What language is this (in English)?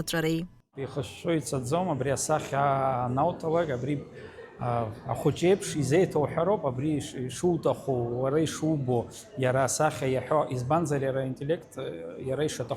Abkhazian